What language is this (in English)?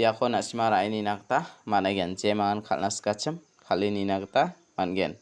Garo